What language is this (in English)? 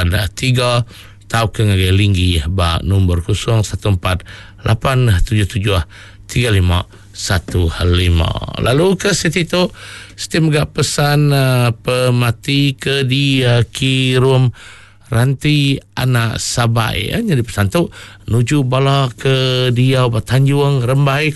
Iban